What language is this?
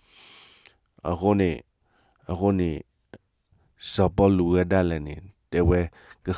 S'gaw Karen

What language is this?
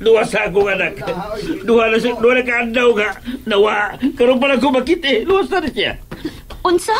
Cebuano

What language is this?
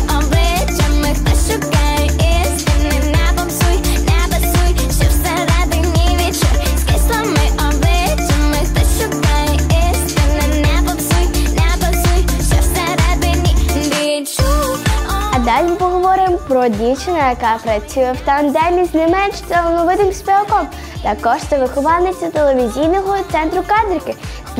Ukrainian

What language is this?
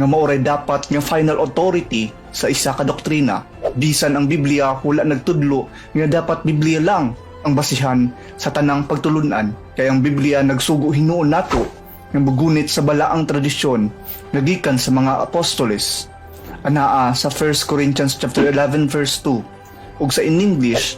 Cebuano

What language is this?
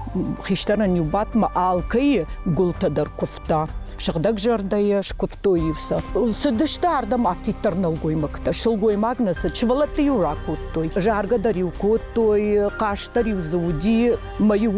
Ossetic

